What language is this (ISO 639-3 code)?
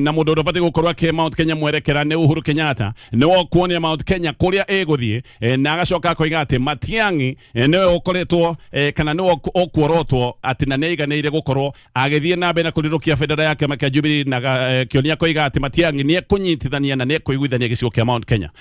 kik